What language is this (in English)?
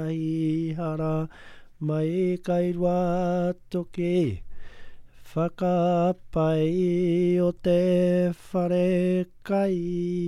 Māori